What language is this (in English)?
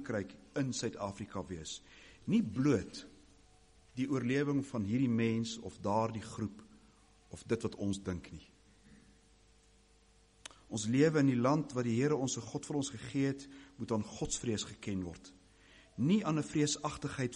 Afrikaans